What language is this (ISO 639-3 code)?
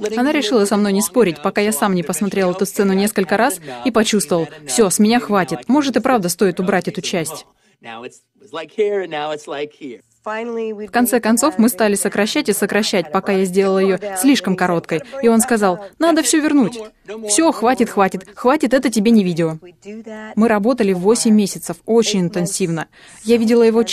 rus